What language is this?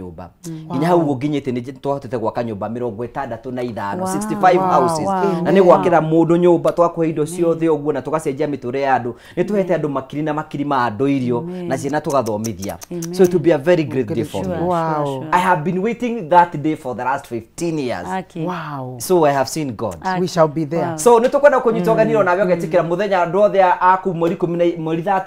Kikuyu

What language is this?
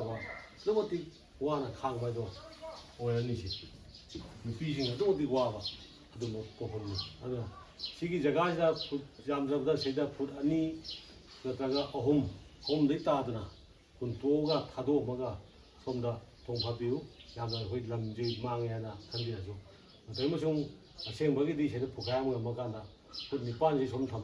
Manipuri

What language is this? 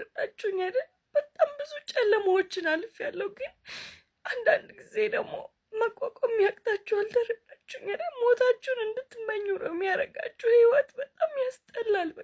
Amharic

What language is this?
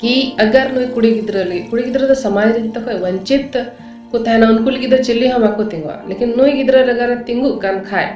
Santali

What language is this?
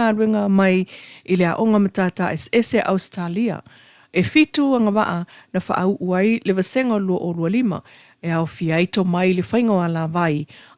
Samoan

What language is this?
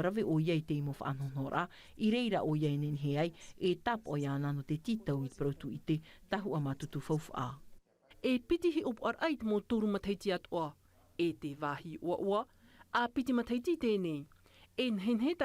Tahitian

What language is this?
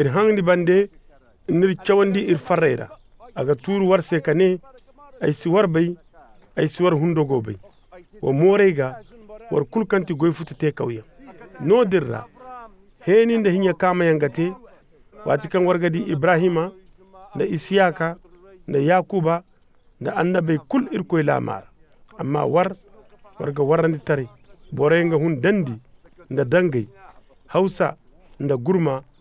Koyraboro Senni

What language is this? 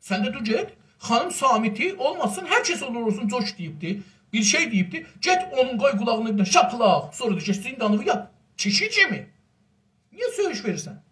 South Azerbaijani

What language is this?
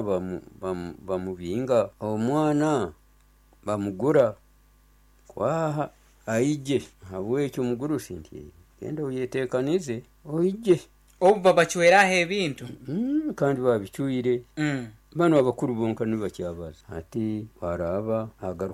Nyoro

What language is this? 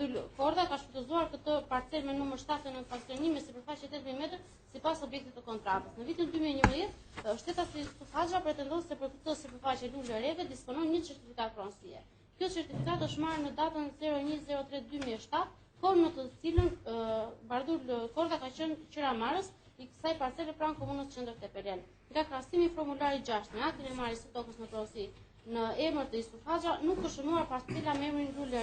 Albanian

